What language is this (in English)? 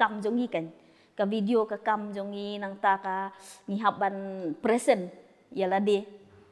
Khasi